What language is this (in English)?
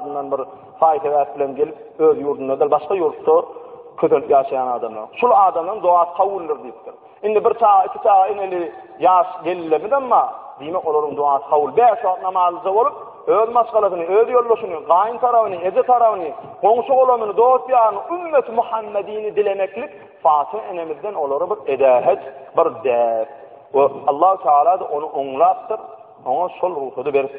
Turkmen